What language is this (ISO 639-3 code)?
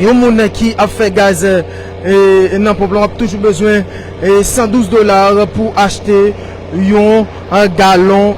hat